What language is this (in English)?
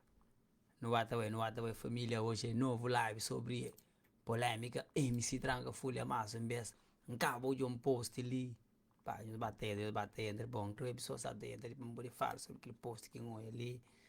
Kabuverdianu